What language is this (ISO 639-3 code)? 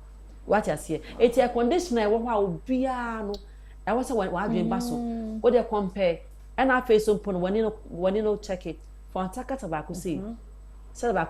aka